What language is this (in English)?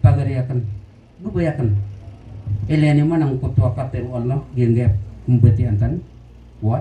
Maranao